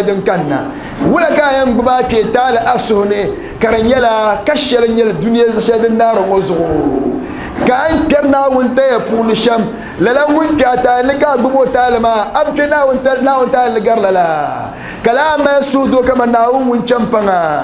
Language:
Dagbani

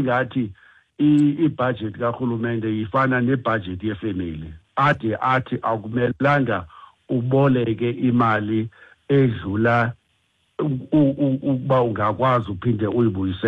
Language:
Xhosa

